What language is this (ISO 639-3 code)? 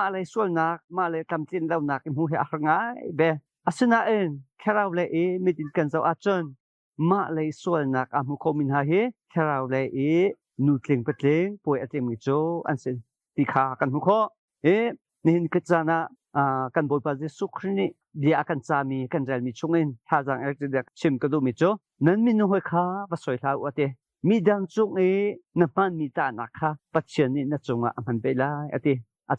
cnh